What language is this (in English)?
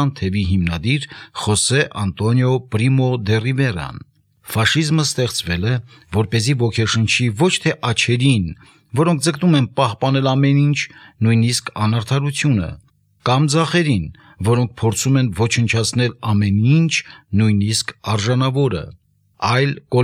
Armenian